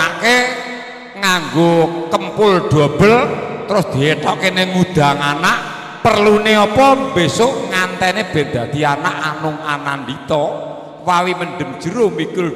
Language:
Javanese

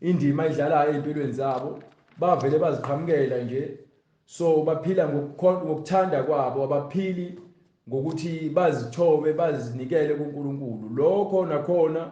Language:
Zulu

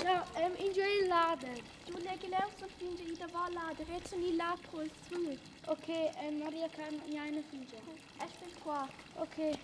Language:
Romansh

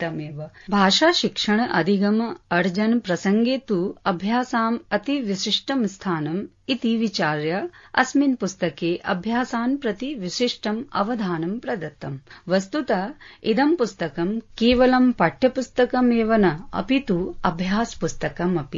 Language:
Sanskrit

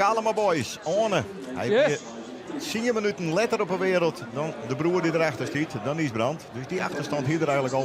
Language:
Western Frisian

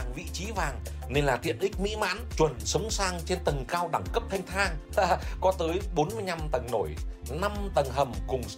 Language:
Vietnamese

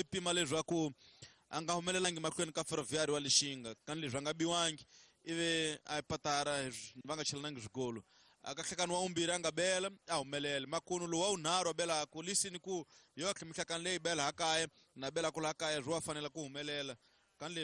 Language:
Tsonga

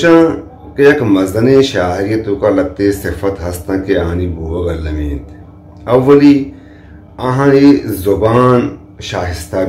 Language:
Eastern Balochi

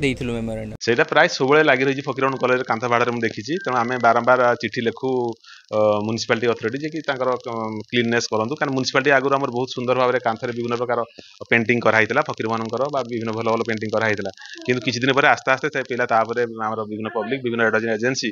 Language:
Odia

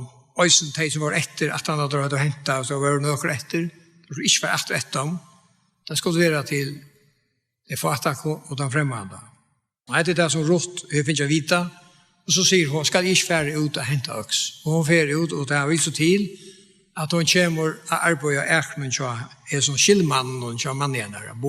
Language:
Faroese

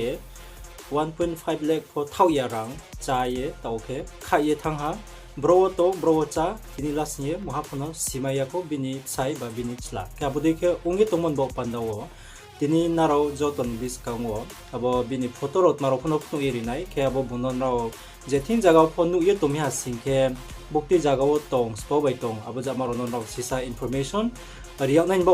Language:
Riang (India)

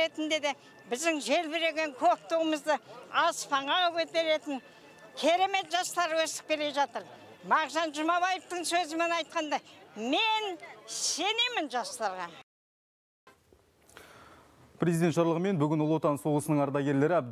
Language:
Kazakh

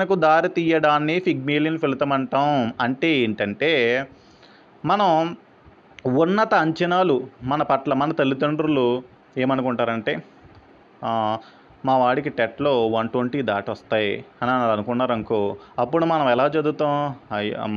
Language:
Telugu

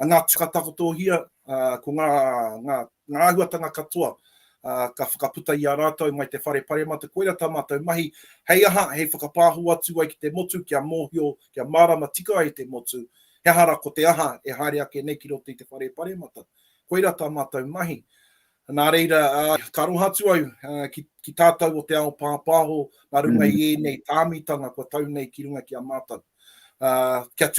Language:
Māori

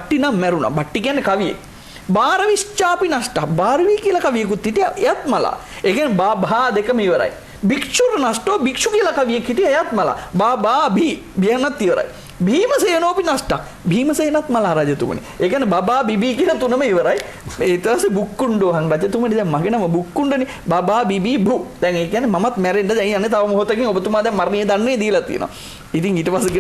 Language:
Sinhala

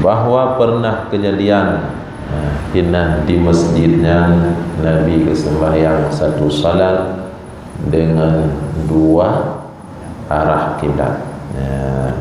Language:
Achinese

